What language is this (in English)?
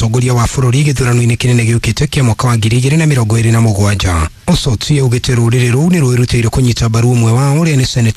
Kikuyu